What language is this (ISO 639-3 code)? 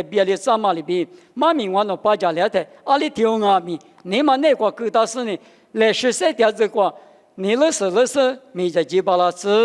lis